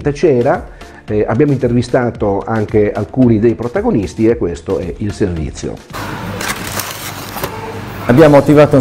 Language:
Italian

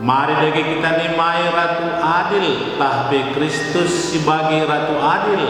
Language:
Batak Karo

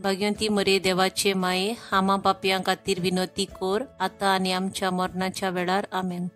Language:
Konkani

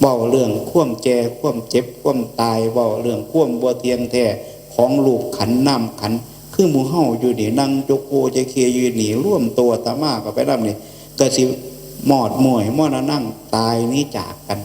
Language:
Northeastern Thai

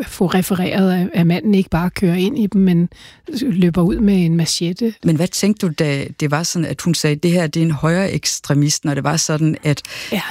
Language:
Danish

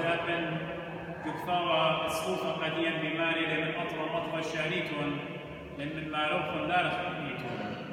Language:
Assyrian Neo-Aramaic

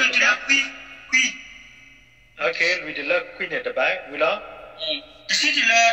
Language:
S'gaw Karen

